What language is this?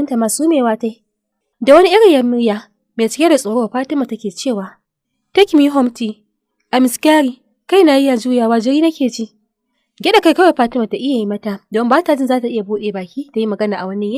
Hausa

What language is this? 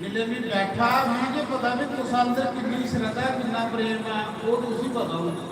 Dogri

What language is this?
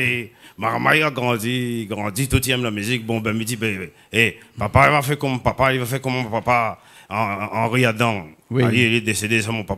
Réunion Creole French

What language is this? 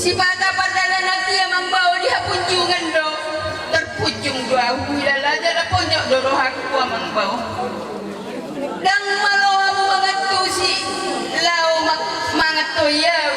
Batak Toba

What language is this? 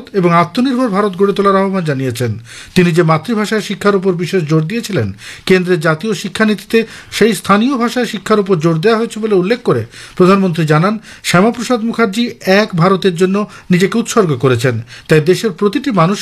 Bangla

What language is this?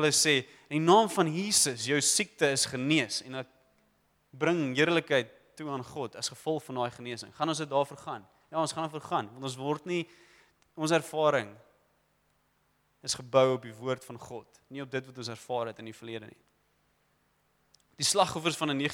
Afrikaans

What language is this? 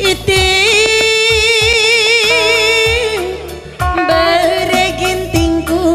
Batak Karo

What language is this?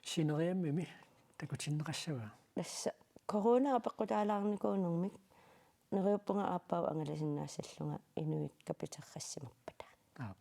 Kalaallisut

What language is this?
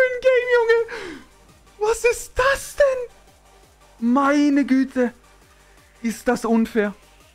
German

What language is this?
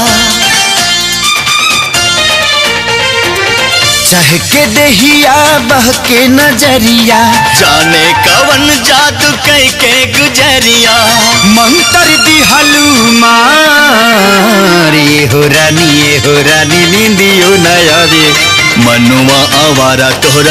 Bhojpuri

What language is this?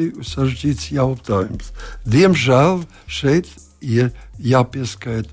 Latvian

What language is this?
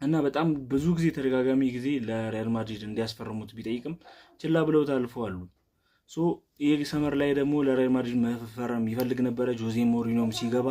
Amharic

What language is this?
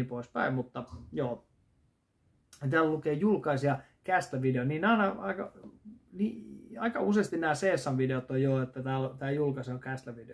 Finnish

